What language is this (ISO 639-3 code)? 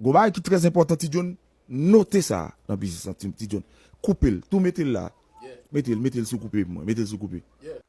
hat